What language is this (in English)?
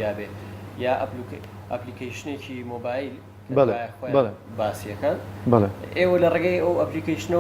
Central Kurdish